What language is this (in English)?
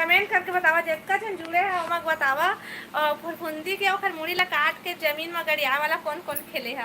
Chhattisgarhi